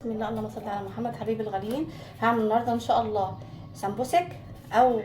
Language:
Egyptian Arabic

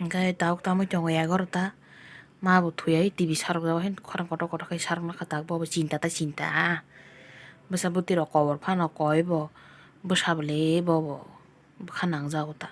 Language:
Kok Borok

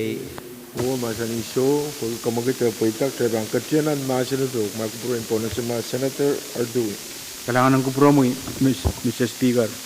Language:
Pohnpeian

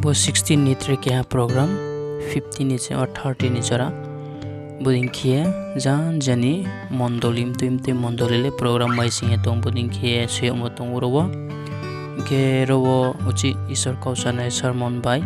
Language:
Riang (India)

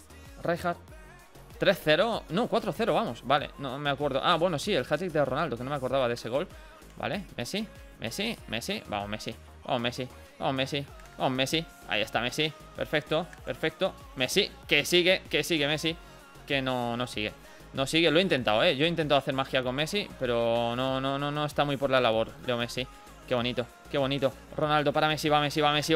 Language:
Spanish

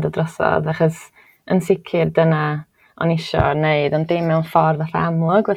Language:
Welsh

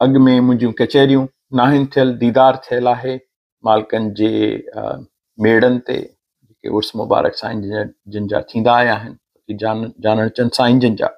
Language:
Sindhi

